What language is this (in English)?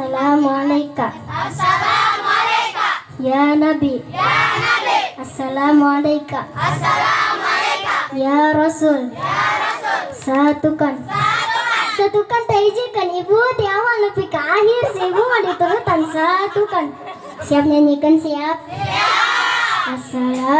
Sundanese